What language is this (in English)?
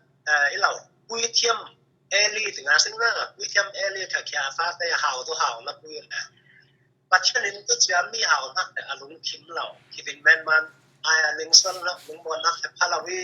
Falam Chin